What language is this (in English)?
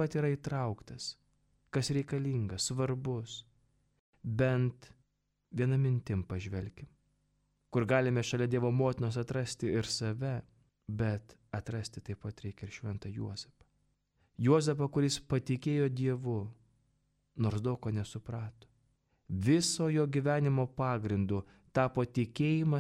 Lithuanian